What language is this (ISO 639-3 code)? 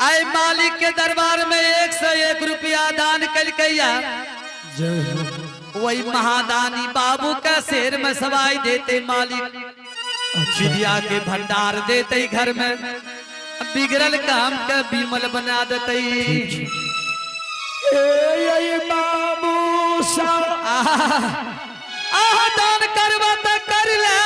anp